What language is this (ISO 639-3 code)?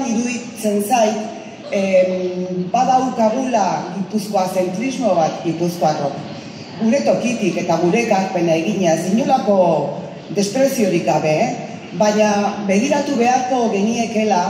eus